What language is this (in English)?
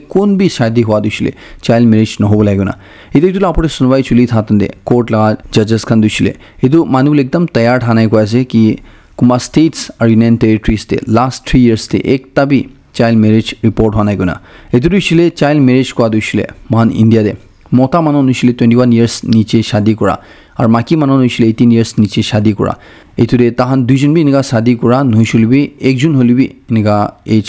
Naga Pidgin